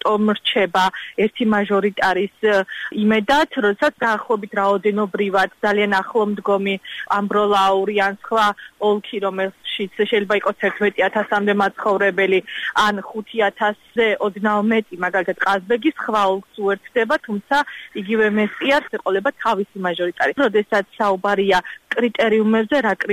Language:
Georgian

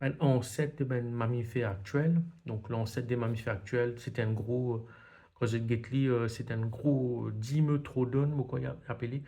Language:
Morisyen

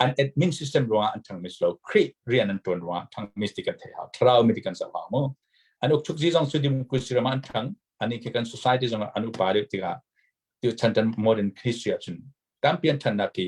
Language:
Hakha Chin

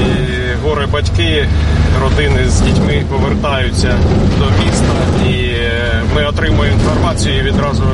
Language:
Ukrainian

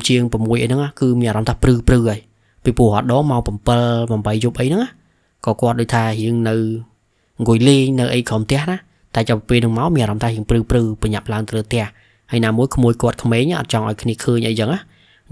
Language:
Khmer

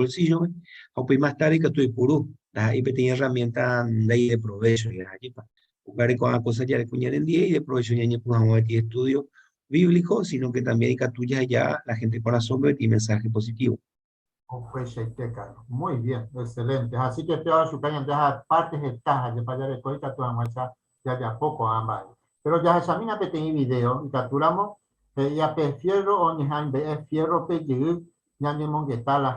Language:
Guarani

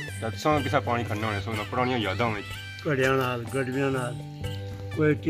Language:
Pahari-Potwari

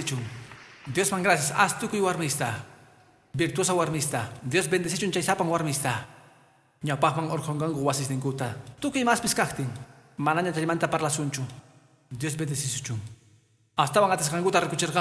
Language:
Quechua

